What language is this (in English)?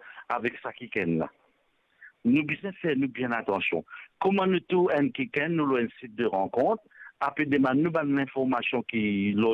Morisyen